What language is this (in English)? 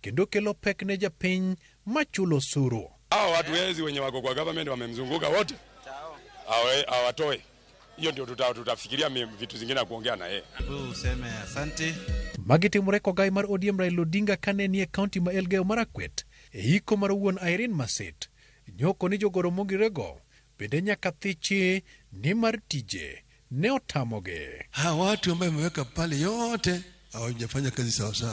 Luo (Kenya and Tanzania)